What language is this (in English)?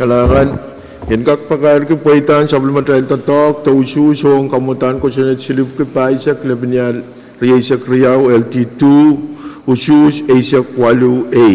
Pohnpeian